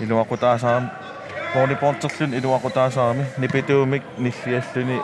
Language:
Kalaallisut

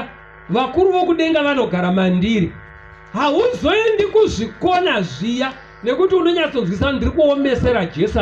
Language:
Shona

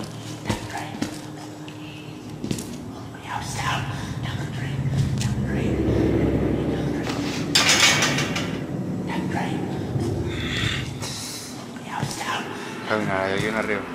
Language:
Spanish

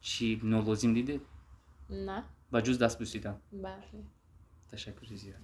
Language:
Tajik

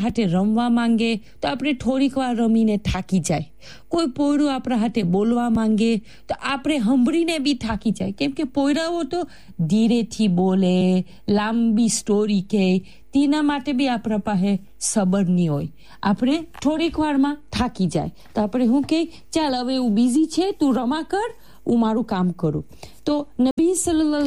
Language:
Gujarati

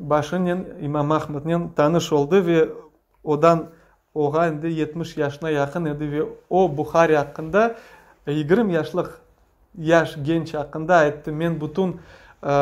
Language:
Crimean Tatar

